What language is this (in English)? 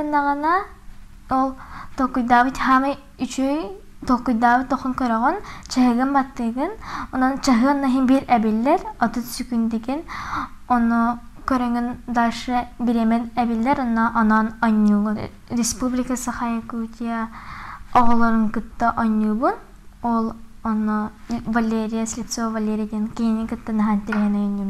Yakut